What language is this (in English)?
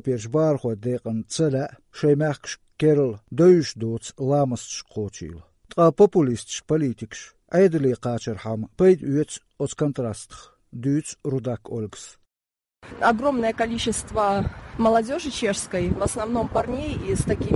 Chechen